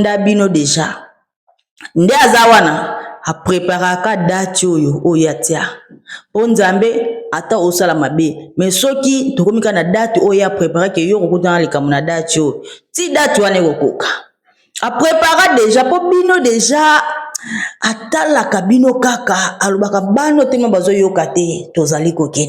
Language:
Lingala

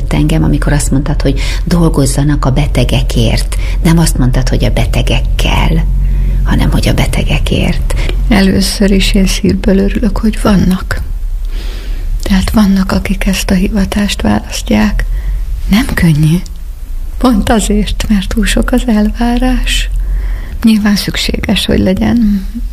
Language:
Hungarian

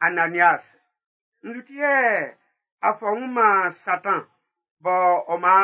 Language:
Baoulé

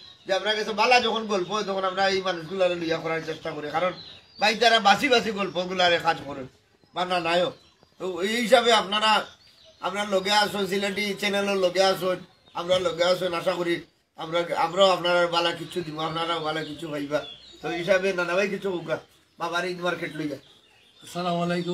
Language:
Sylheti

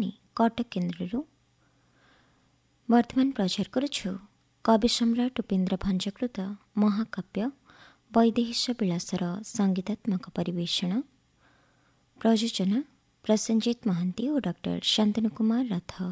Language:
Odia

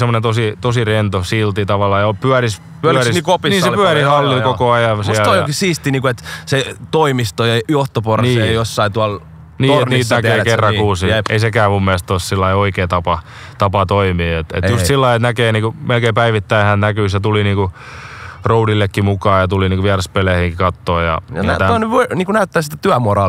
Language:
Finnish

